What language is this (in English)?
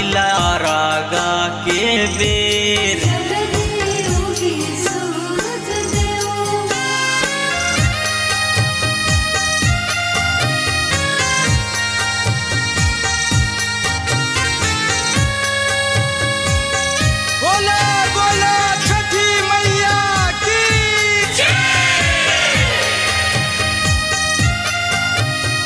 Bhojpuri